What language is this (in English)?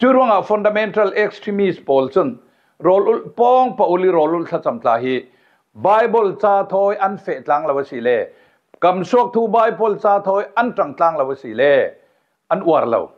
Falam Chin